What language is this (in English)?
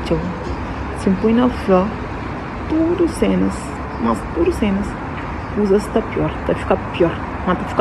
Kabuverdianu